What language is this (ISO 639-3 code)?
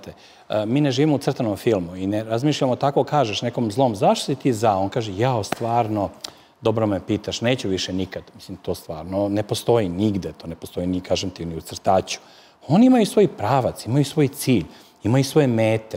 srp